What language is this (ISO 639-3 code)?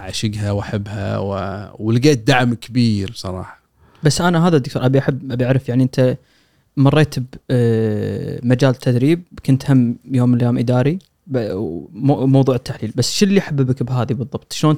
afb